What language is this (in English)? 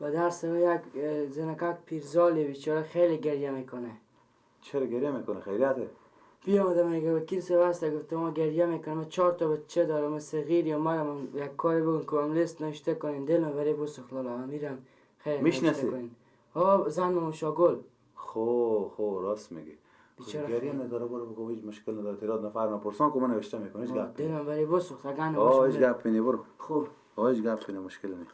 Persian